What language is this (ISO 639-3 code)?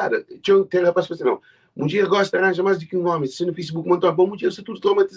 kea